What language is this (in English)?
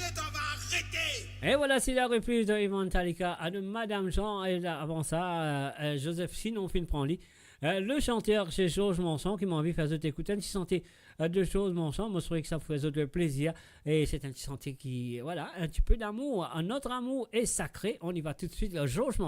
Morisyen